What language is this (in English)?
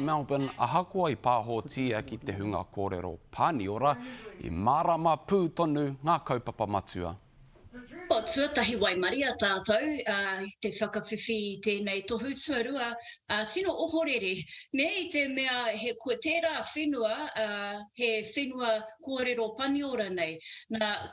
Māori